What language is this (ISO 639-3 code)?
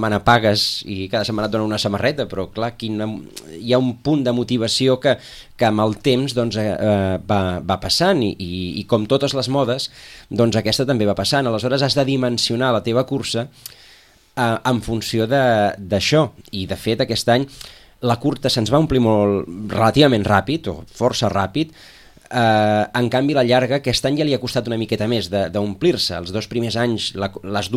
cat